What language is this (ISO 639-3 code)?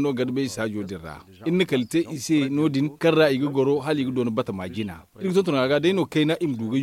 dje